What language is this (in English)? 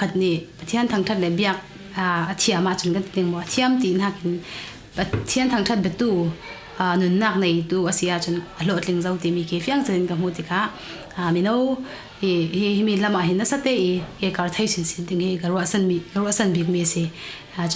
Falam Chin